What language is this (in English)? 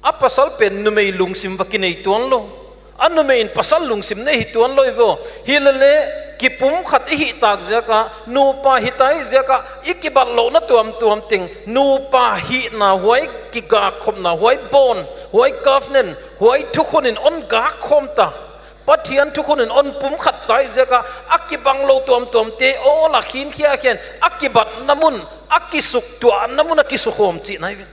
Paite Chin